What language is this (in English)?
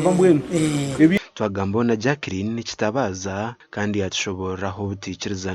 Nyankole